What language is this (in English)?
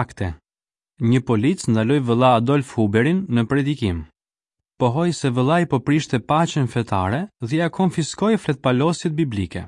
Albanian